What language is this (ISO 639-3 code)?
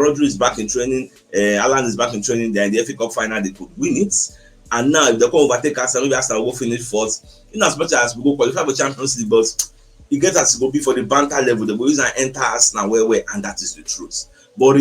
pcm